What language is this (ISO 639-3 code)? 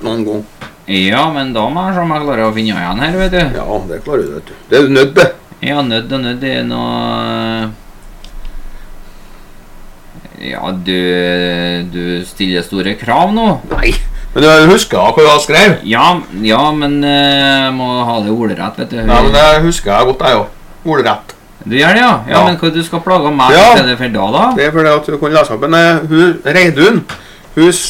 nor